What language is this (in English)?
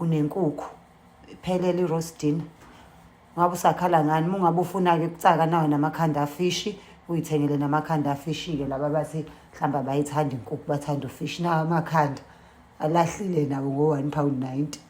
Zulu